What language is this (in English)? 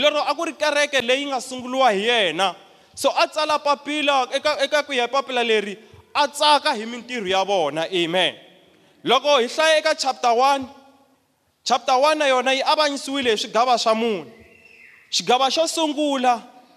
Tsonga